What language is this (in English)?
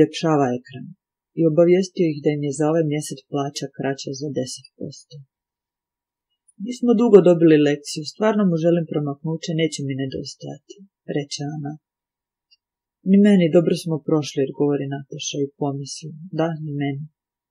Croatian